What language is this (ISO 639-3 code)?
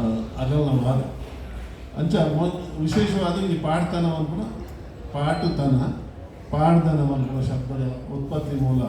tcy